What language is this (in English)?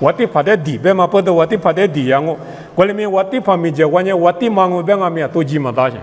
Lisu